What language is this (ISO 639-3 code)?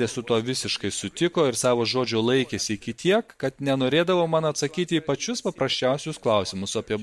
lit